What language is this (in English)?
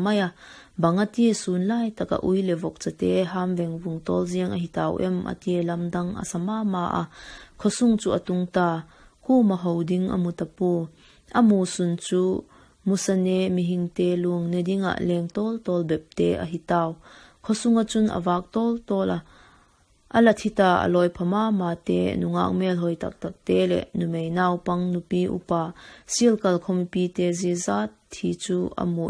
Vaiphei